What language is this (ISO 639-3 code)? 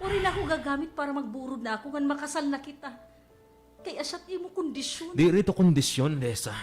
war